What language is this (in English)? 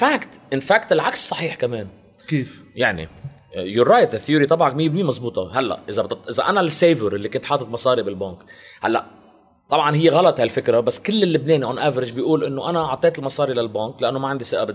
North Levantine Arabic